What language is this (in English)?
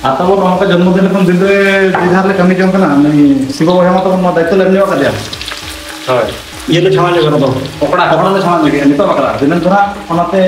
Santali